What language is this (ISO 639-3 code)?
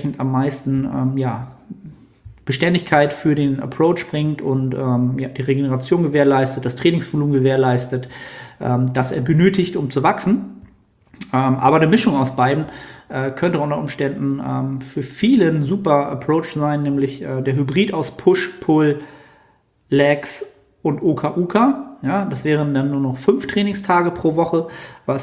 deu